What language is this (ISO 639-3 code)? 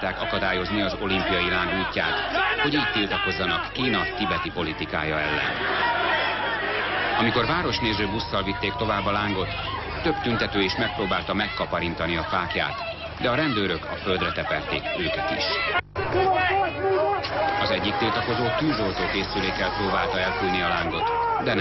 hun